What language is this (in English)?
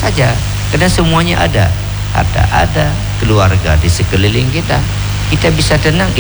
Indonesian